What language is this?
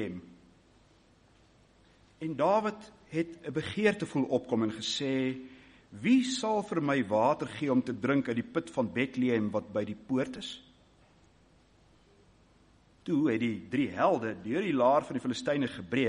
Afrikaans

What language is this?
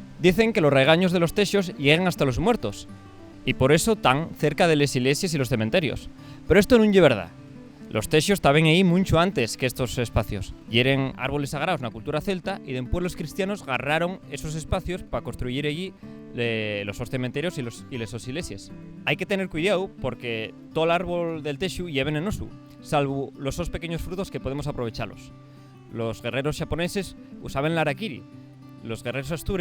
Asturian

